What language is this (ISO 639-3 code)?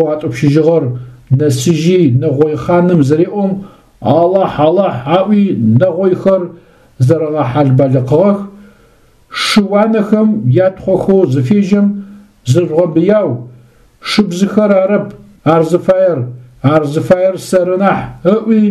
ady